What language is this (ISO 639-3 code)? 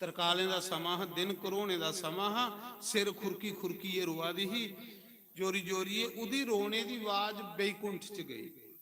doi